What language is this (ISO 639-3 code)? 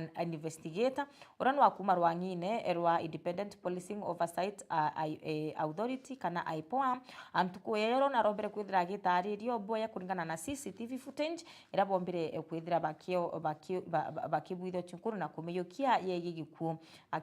mer